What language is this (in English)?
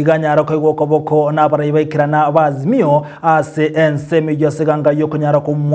Gusii